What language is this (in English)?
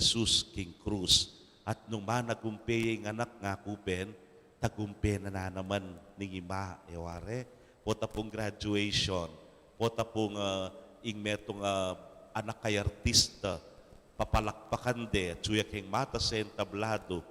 Pampanga